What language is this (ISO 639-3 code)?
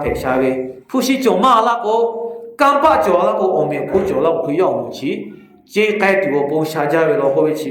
lhu